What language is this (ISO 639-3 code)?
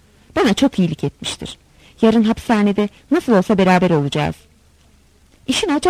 tur